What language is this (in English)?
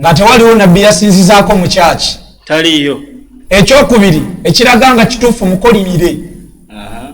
Ganda